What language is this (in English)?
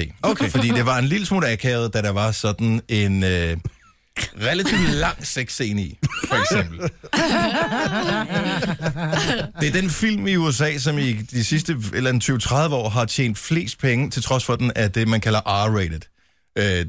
Danish